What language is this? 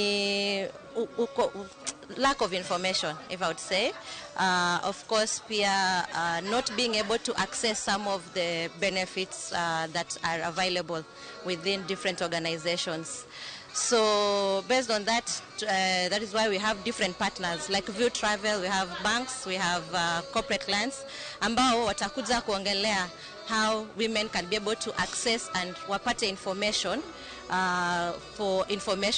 Luo (Kenya and Tanzania)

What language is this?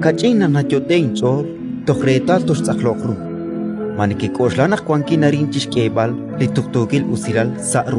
Kekchí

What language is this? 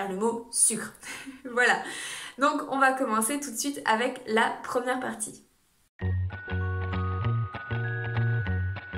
French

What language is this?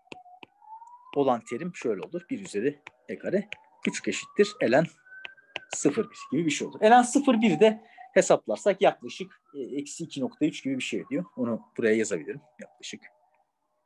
Turkish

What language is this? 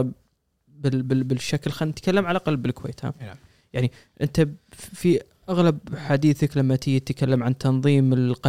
Gulf Arabic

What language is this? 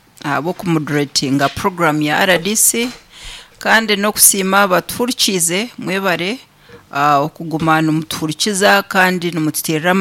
Nyankole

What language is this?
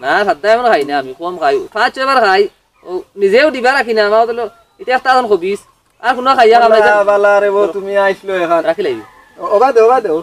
Sylheti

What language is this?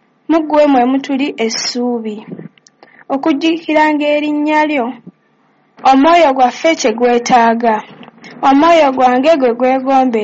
Ganda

